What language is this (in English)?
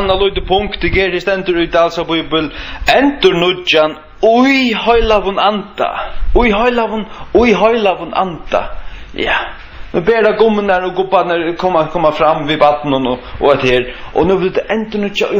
Faroese